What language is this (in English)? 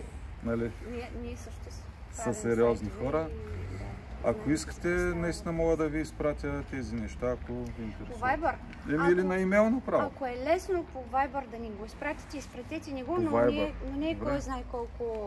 Bulgarian